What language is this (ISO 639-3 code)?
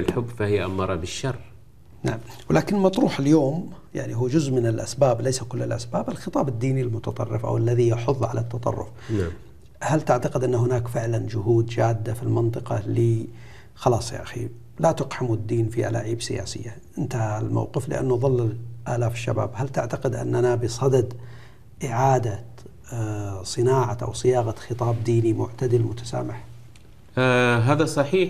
ara